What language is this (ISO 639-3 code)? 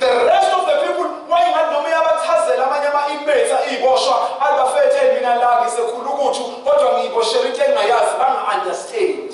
zul